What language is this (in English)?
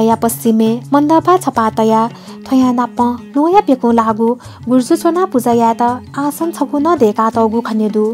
Newari